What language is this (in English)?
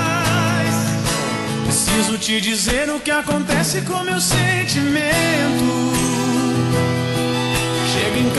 Portuguese